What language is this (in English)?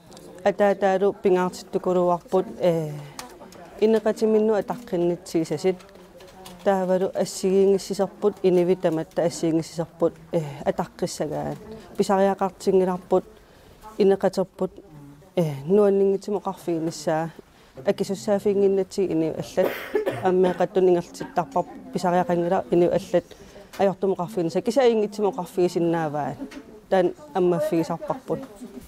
Kalaallisut